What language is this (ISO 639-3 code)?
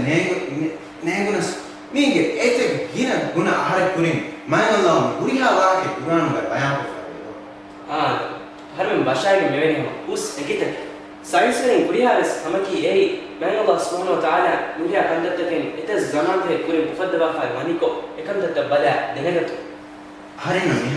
div